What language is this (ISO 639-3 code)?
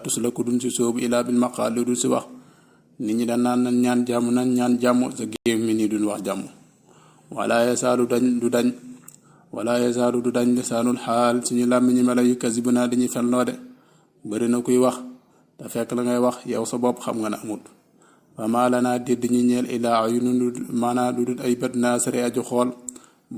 wol